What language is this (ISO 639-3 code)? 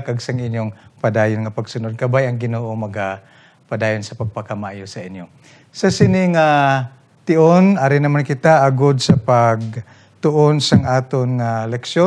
hil